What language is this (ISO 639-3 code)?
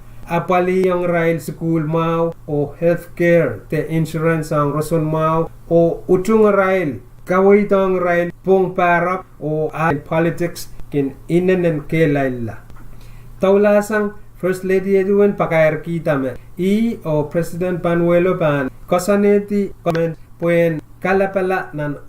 pon